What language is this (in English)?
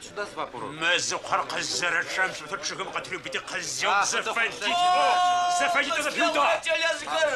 Adyghe